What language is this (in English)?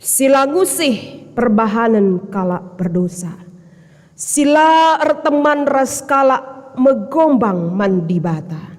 Batak Karo